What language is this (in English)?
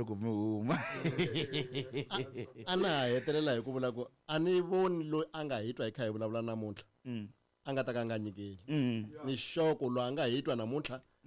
Tsonga